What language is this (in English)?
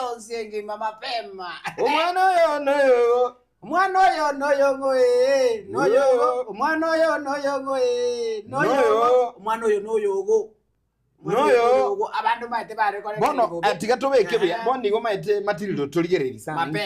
Gusii